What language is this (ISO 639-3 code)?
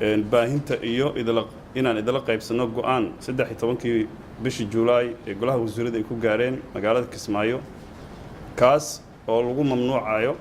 som